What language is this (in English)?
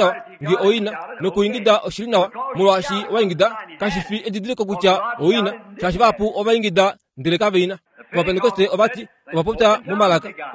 Kuanyama